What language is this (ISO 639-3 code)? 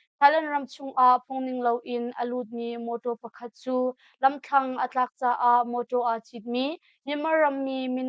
cnh